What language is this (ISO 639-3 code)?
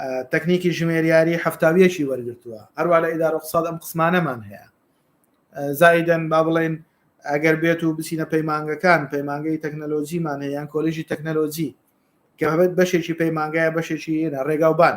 ckb